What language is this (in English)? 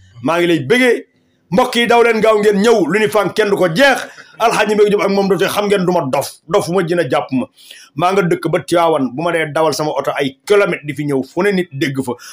Wolof